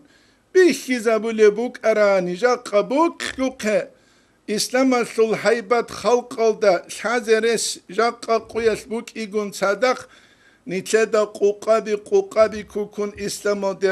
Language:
Avaric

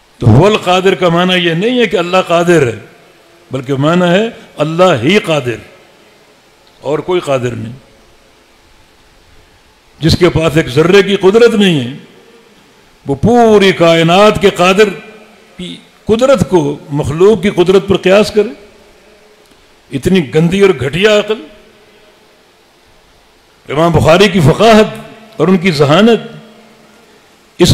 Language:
Urdu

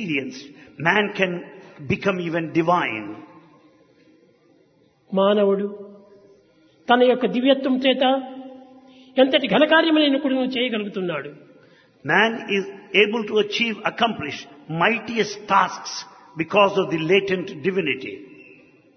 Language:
Telugu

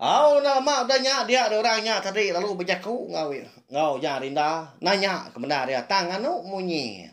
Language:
Iban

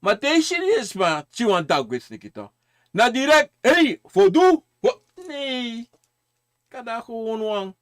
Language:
Sranan Tongo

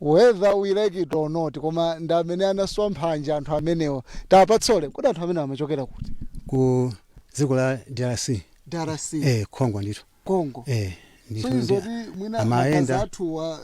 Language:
Nyanja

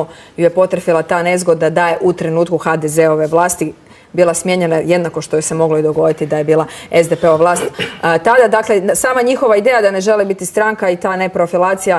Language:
Croatian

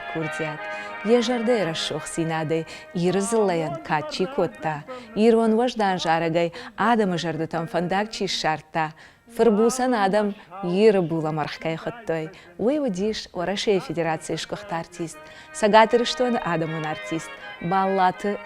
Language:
Ossetic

